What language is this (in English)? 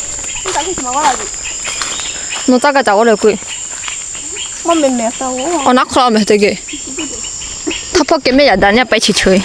Lahu Shi